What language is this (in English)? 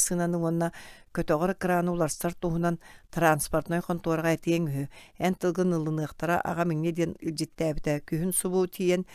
Yakut